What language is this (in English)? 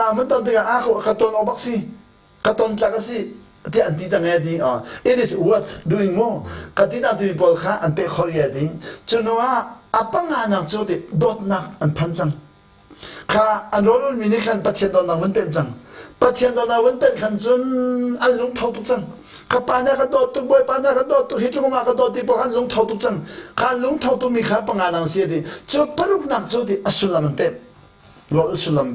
Hakha Chin